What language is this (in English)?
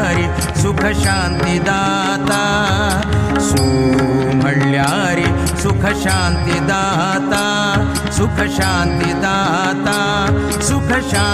Konkani